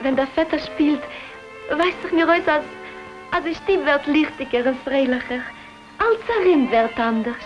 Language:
Yiddish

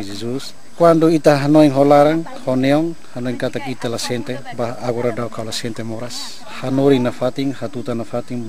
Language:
Tetum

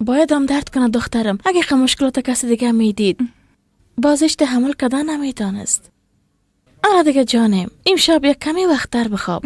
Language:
Persian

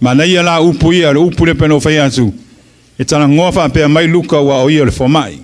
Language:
Samoan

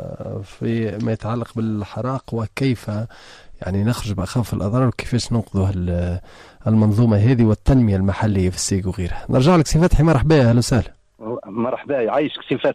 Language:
Tunisian Arabic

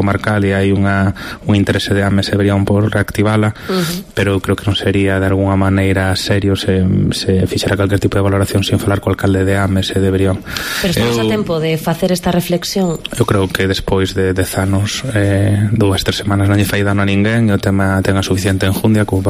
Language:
Galician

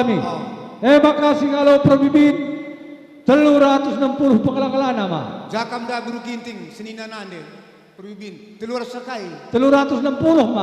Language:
Batak Karo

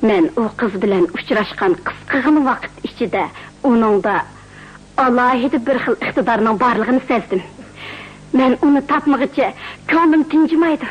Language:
Uyghur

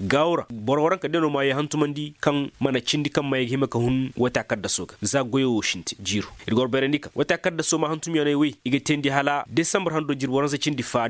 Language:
Koyraboro Senni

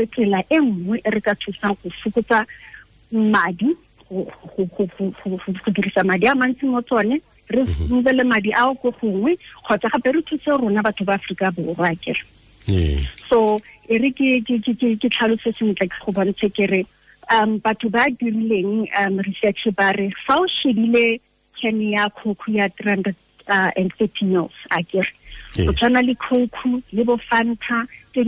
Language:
Tswana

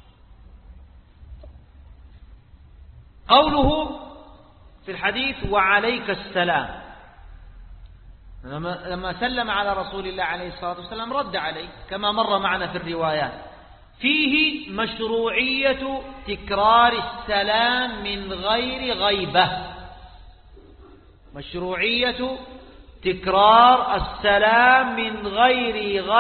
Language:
Arabic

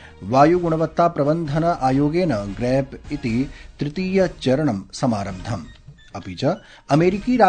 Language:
Sanskrit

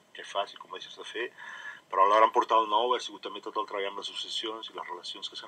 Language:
Catalan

